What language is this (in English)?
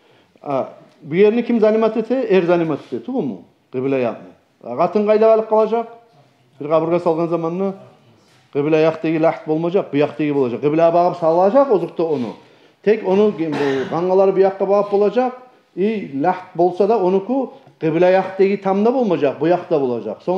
Kumyk